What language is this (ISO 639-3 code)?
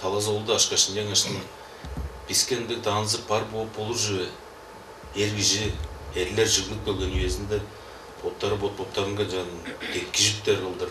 tyv